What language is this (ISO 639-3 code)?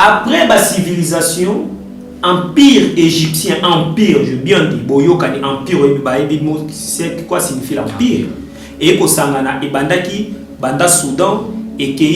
lin